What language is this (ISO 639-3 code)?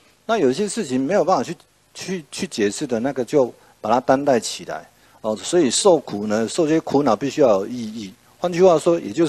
zho